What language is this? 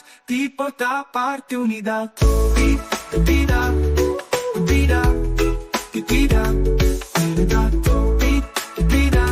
Papiamento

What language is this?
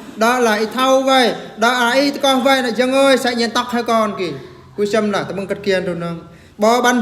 Eastern Bru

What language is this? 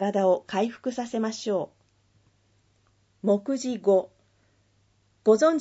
Japanese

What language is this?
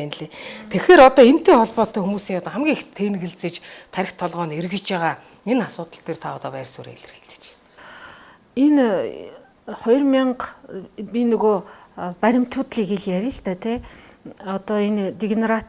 Mongolian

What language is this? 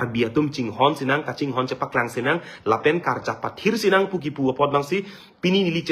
Karbi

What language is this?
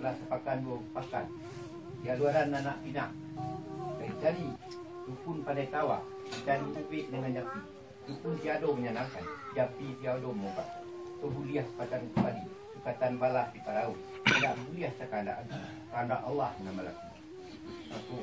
Minangkabau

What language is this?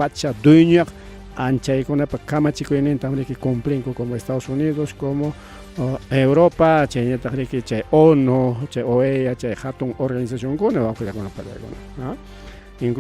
Ayacucho Quechua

